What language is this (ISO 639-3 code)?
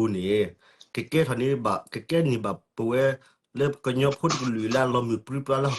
ksw